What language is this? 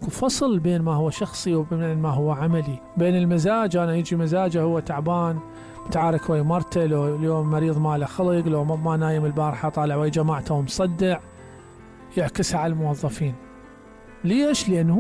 Mesopotamian Arabic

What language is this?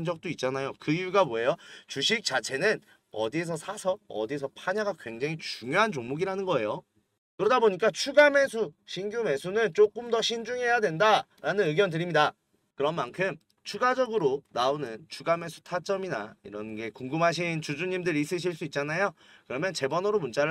Korean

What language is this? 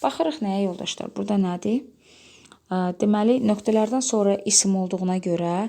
Azerbaijani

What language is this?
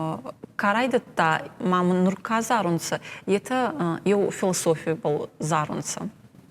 Ossetic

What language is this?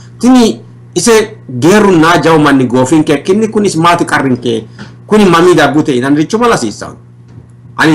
Sidamo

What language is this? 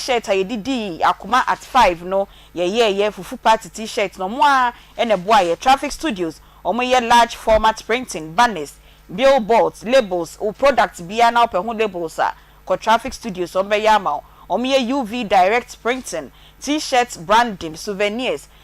Akan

